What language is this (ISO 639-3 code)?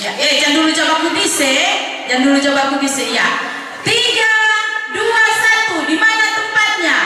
xmm